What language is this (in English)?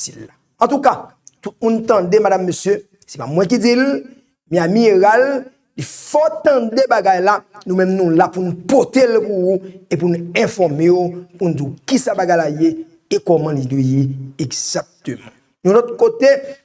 Haitian Creole